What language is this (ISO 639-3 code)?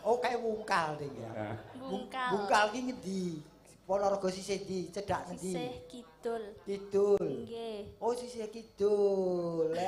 jav